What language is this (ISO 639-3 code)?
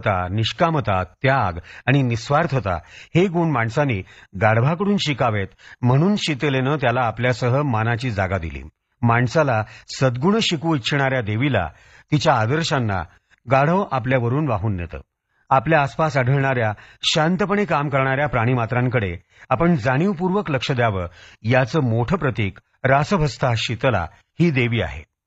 mar